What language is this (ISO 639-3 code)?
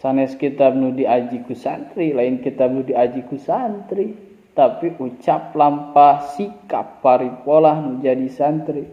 sun